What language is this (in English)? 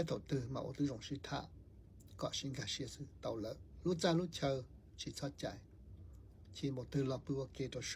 Hmong